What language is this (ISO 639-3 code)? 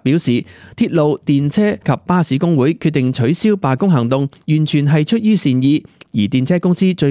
yue